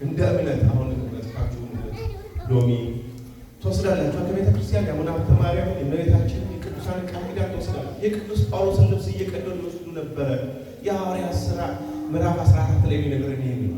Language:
Amharic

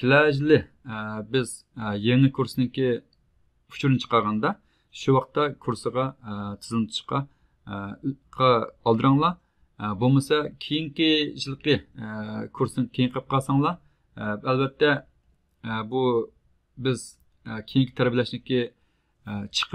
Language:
Uyghur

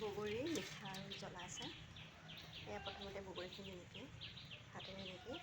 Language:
Assamese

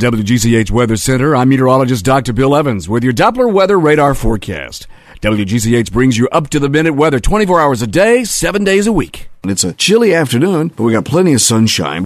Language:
English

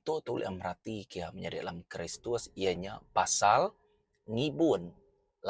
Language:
Iban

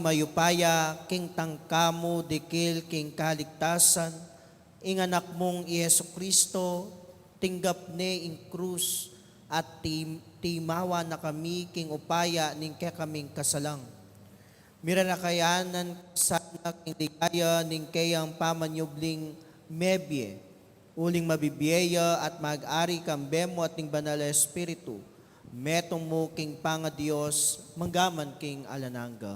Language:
Pampanga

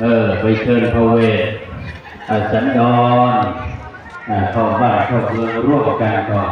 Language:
Lao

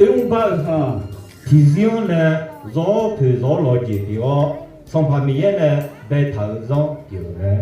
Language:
Akha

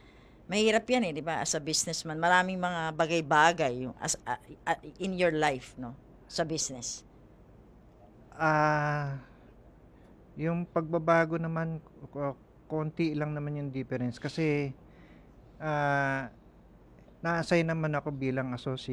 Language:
Filipino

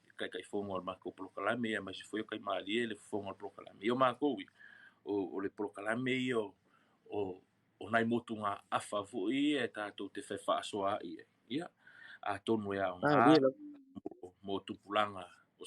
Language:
Samoan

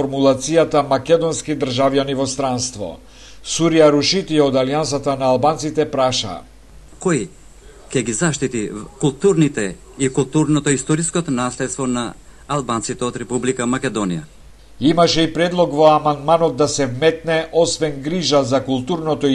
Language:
Macedonian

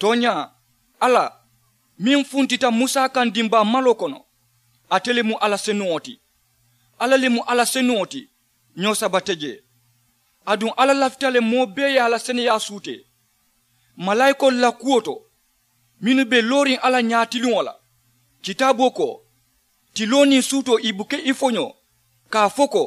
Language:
Mandingo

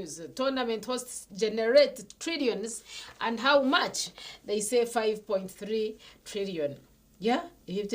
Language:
Nyankole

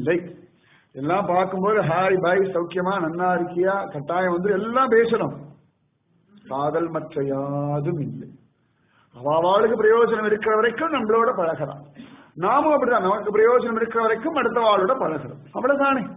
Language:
Tamil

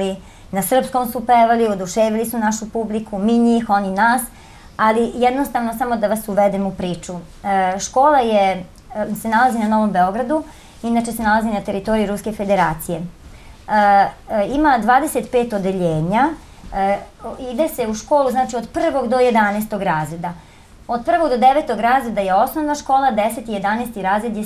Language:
Serbian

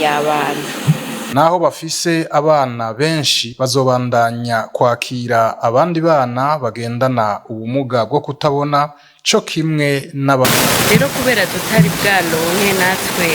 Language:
Rundi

